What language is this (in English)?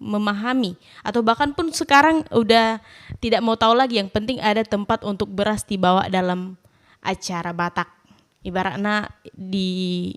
Batak Toba